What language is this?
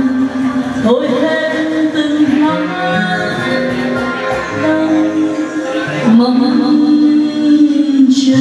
Vietnamese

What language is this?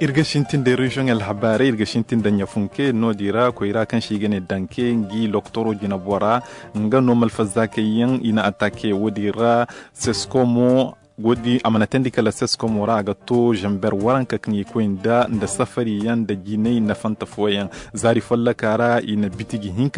Zarma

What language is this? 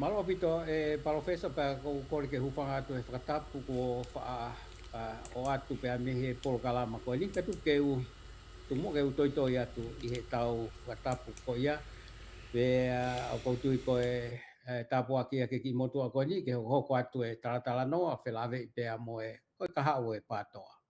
Tongan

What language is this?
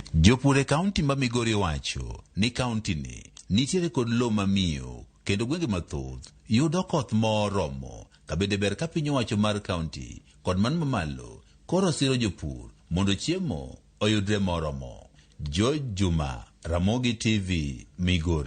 Luo (Kenya and Tanzania)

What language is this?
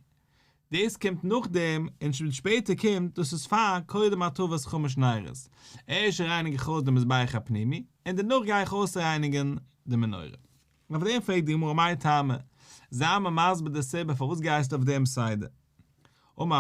Yiddish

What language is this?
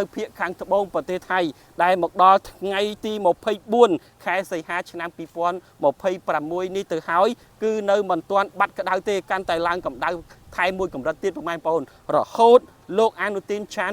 Khmer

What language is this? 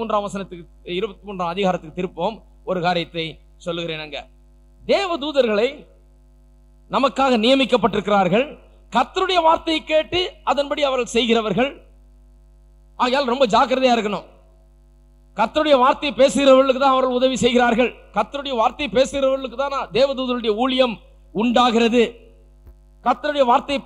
Tamil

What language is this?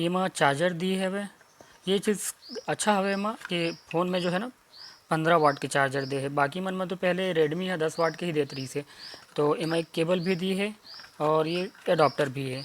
Chhattisgarhi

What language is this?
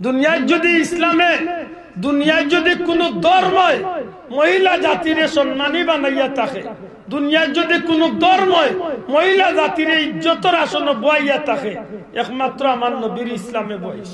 Sylheti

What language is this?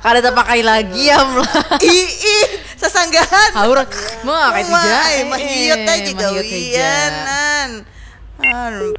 Banjar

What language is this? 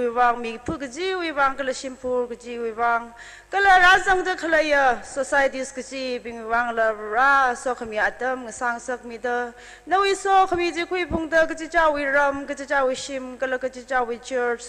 Tangkhul Naga (India)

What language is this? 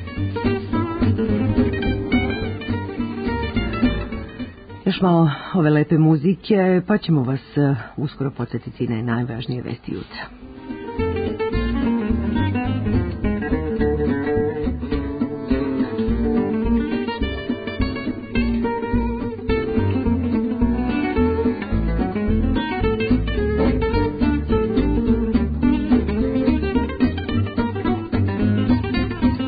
Serbian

